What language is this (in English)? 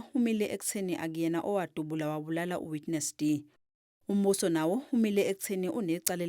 Zulu